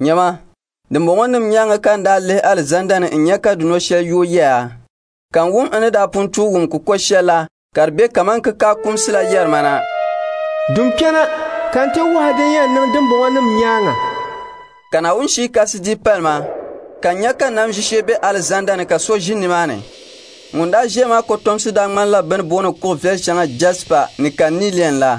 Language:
Dagbani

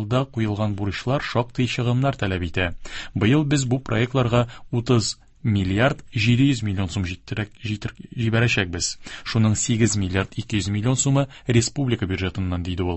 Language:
Tatar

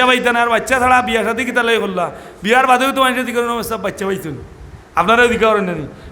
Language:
Sylheti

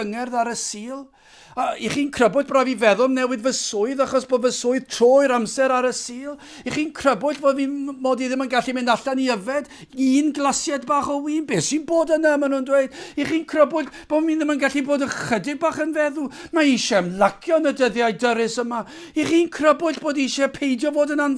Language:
Welsh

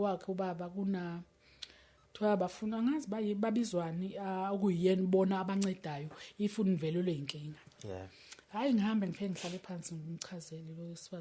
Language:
Zulu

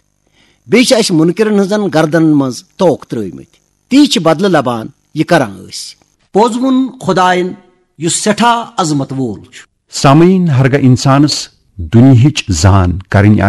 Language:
Kashmiri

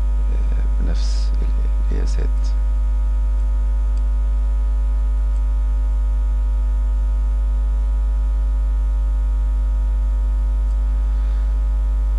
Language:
Egyptian Arabic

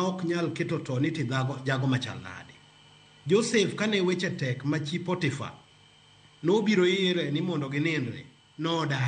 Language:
Luo (Kenya and Tanzania)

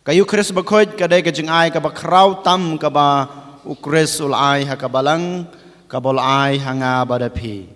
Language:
Khasi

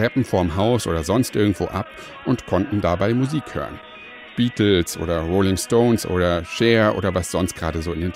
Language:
German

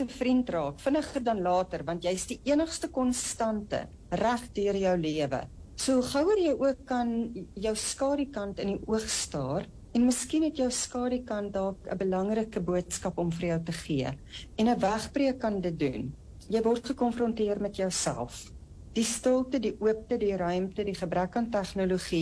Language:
Afrikaans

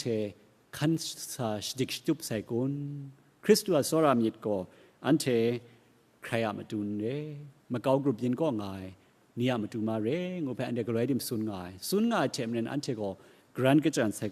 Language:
Kachin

